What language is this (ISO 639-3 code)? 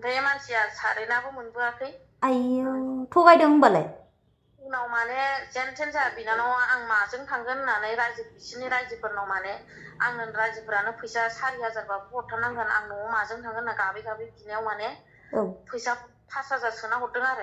brx